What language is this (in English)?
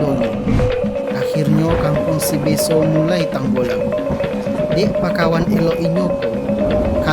Minangkabau